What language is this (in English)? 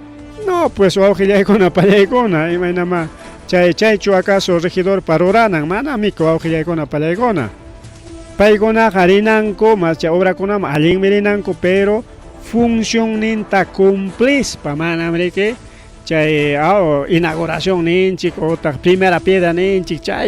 Ayacucho Quechua